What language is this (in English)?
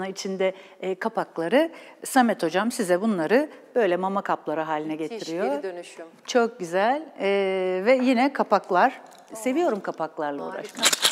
Turkish